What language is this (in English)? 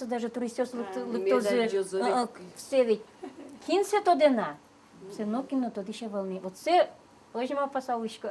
Udmurt